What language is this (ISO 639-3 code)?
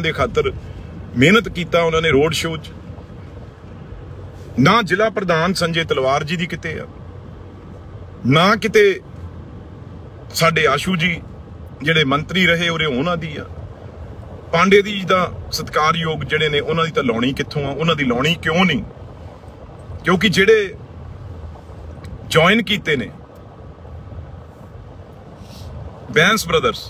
pan